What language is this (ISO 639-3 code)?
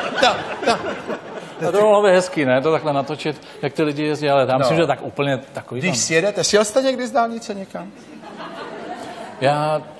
ces